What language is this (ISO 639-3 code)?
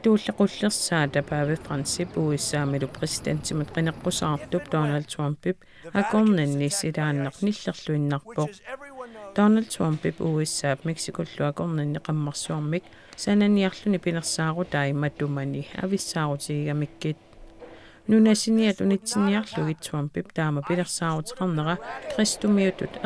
kal